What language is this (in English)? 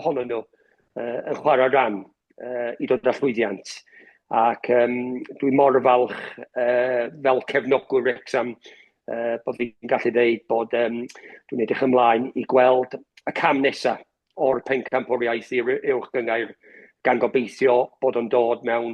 Welsh